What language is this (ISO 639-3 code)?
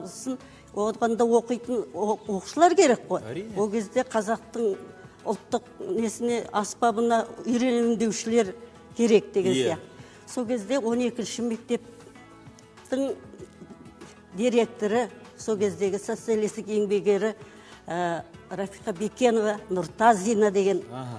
kaz